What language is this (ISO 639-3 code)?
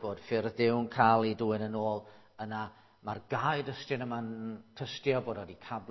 cym